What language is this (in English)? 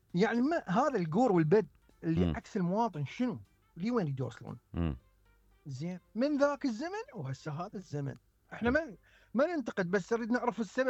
Mesopotamian Arabic